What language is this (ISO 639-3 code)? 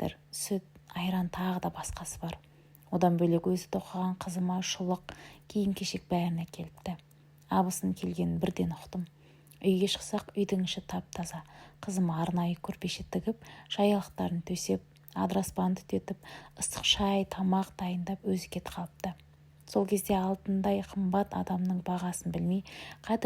kaz